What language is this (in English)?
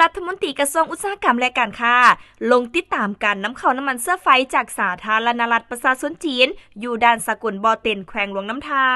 Lao